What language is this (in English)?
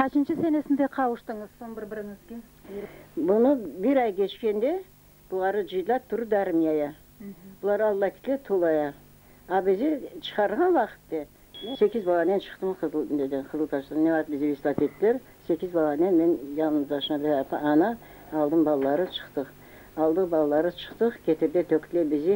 Crimean Tatar